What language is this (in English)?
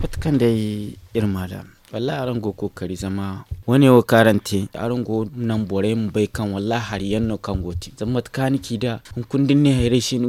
Zarma